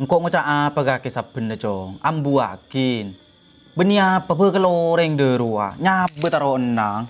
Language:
Madurese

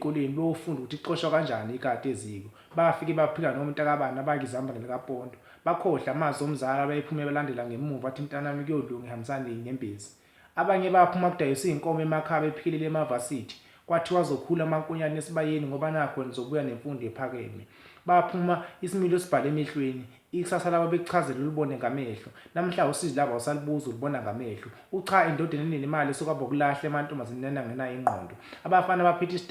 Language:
Zulu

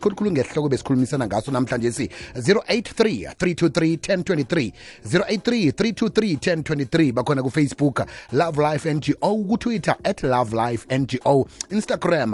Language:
South Ndebele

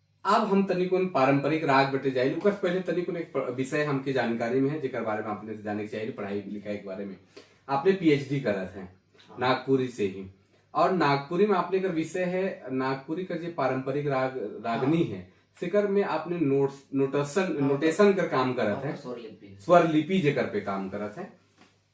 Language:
Sadri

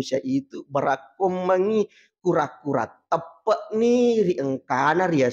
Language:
Buginese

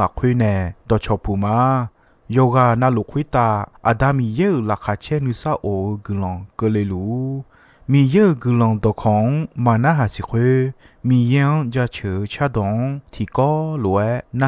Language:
Akha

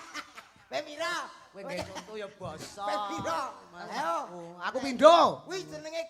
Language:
Javanese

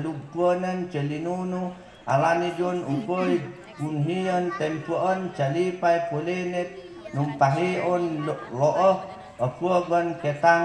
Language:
Mayoyao Ifugao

